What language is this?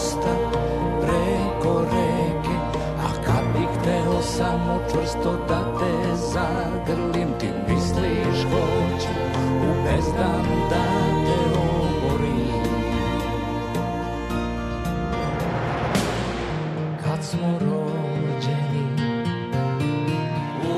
Serbian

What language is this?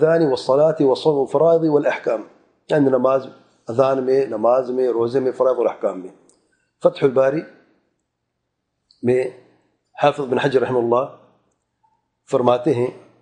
Urdu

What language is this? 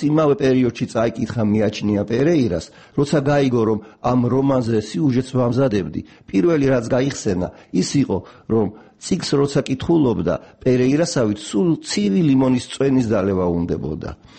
Georgian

